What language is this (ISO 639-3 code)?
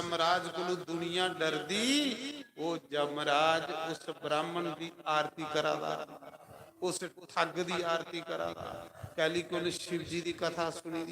doi